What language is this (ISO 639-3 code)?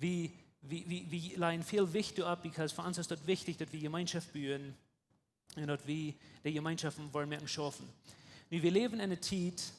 pdt